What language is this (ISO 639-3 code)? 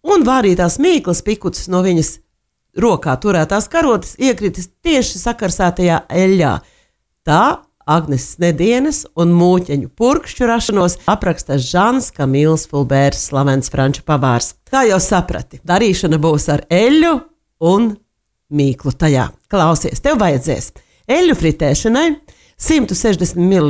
lav